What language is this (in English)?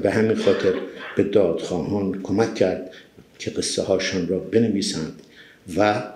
Persian